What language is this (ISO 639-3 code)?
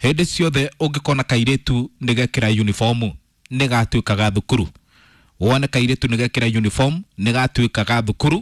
kik